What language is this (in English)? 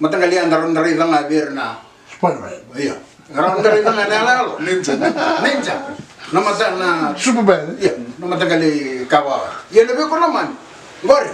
Fijian